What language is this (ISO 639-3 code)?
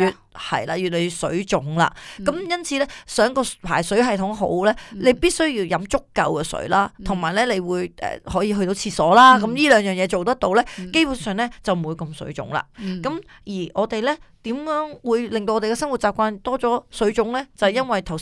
yue